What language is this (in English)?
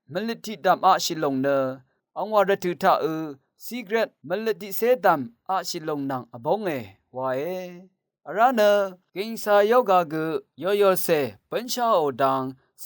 Rawang